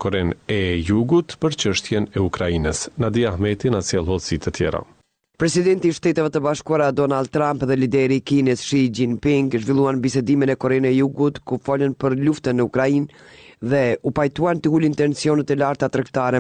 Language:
Albanian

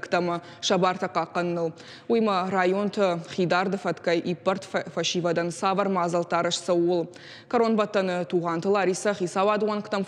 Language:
Ossetic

